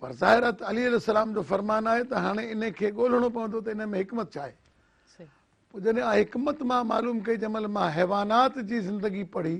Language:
Sindhi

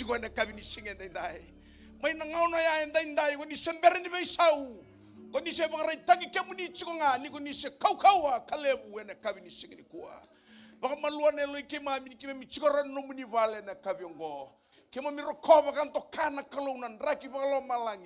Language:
Fijian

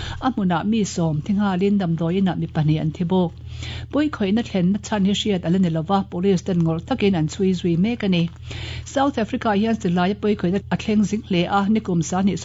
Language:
Mizo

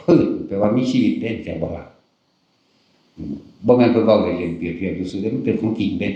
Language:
Northeastern Thai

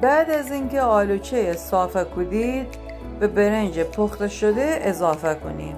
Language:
Gilaki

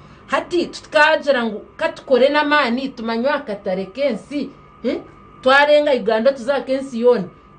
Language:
Nyankole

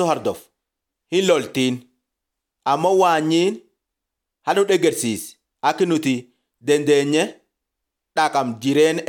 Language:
Somali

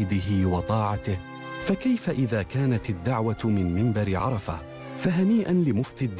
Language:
Arabic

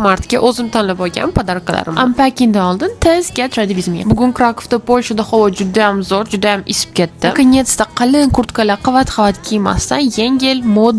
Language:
Uzbek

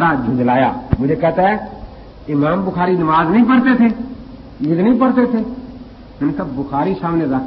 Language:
Urdu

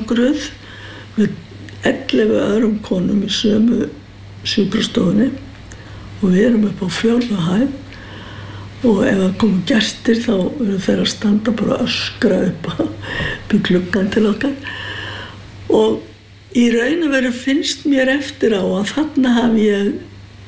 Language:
Icelandic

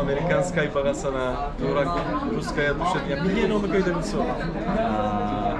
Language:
Yakut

